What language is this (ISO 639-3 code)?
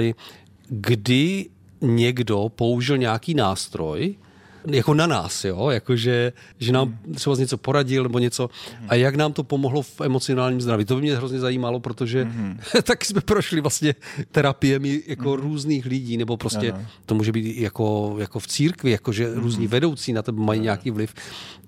ces